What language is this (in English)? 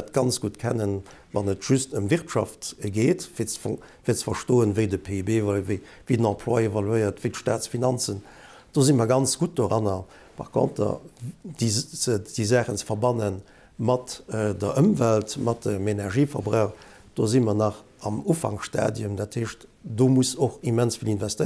Luxembourgish